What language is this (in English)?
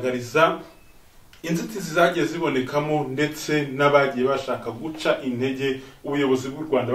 Kinyarwanda